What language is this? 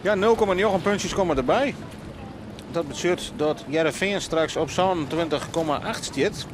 Western Frisian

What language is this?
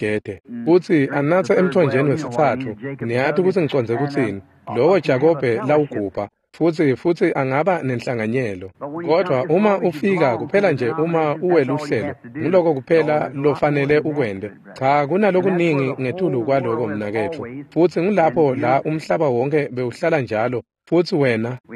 Swati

